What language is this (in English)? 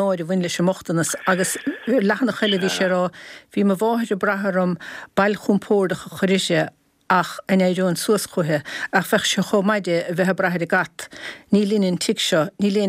Irish